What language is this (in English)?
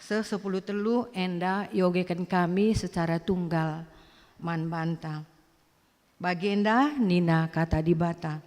Batak Karo